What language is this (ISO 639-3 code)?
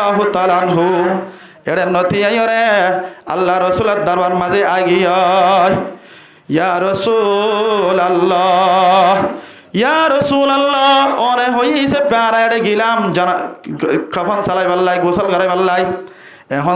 rhg